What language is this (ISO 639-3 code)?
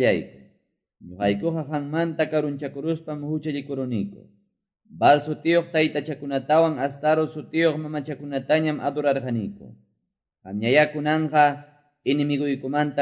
que